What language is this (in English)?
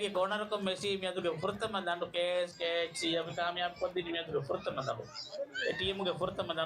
Divehi